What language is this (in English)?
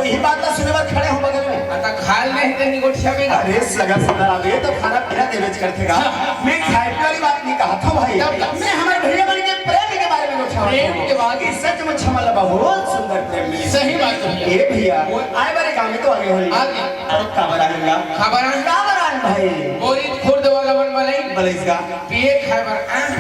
Chhattisgarhi